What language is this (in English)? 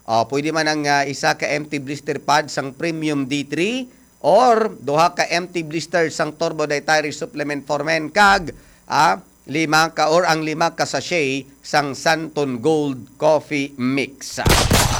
Hiligaynon